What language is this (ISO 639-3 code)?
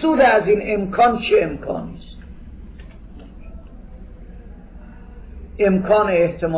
fas